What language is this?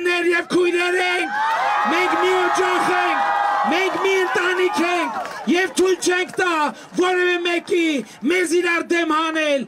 Armenian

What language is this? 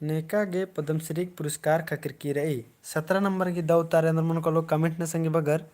Kurukh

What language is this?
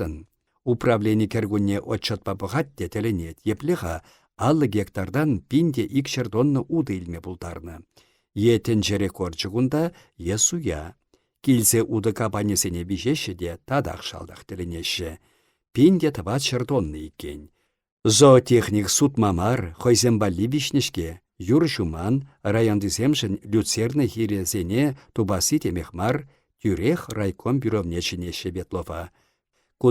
Chuvash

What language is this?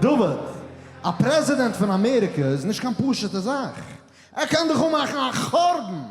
Yiddish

